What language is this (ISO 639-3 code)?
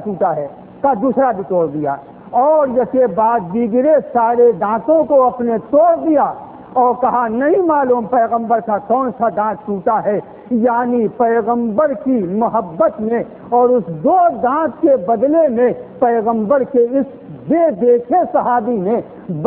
urd